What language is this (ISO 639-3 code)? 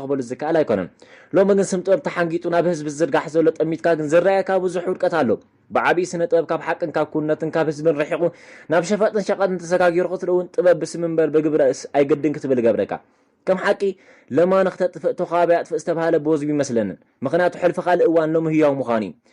tir